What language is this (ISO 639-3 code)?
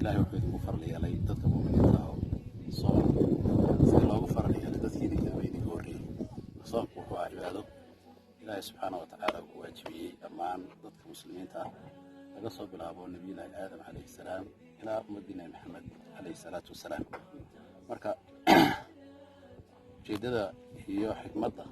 som